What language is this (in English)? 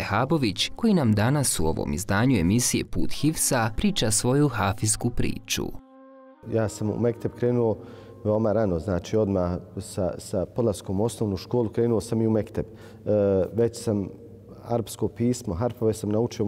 Bosnian